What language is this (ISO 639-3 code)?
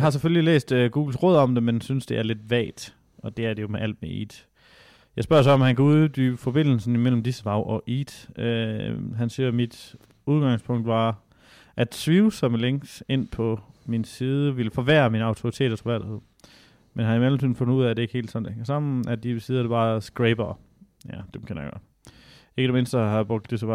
dan